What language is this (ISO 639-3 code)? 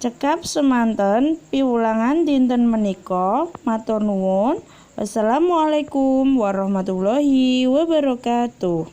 jav